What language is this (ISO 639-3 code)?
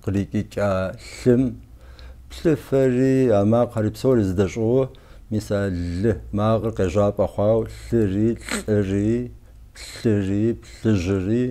kbd